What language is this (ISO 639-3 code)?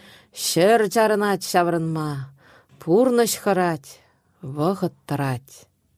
chv